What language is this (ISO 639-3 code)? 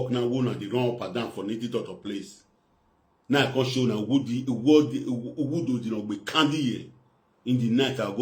pcm